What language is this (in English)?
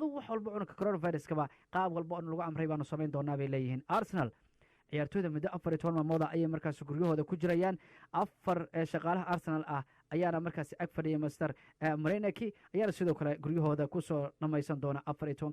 Somali